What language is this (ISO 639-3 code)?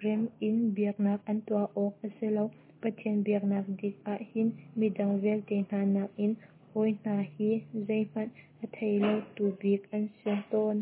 cnh